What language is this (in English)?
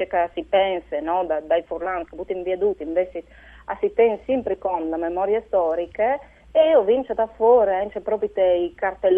Friulian